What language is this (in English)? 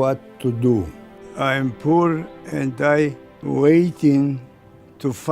Tahitian